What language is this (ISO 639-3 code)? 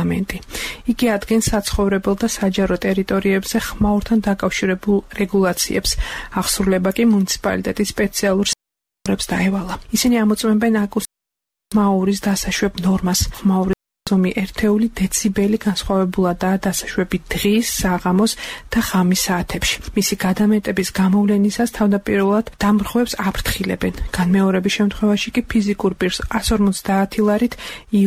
kat